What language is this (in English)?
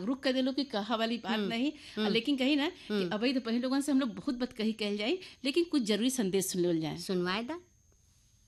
Bhojpuri